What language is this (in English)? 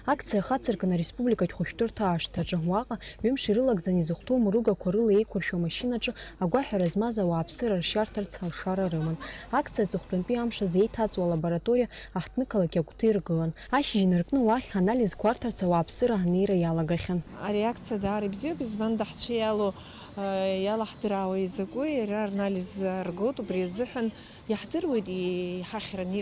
Abkhazian